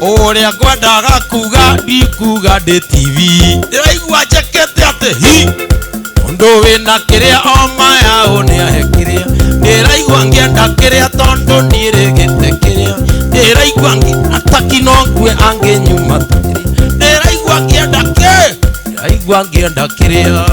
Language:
Kikuyu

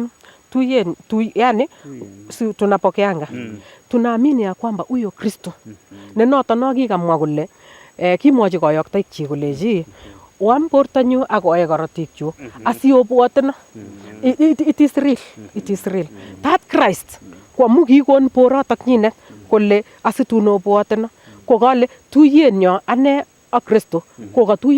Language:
Nandi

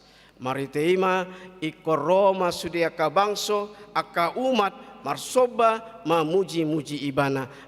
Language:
Batak Toba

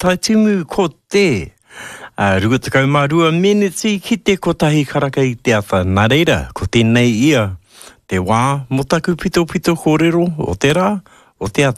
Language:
Māori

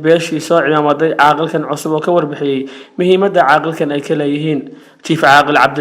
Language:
Somali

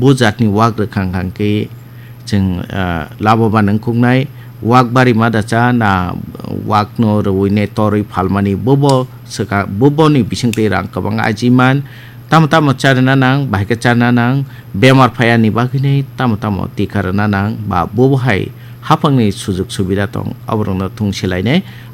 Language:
Kok Borok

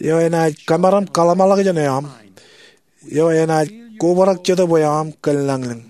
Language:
Marshallese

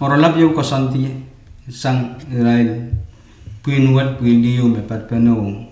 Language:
Pohnpeian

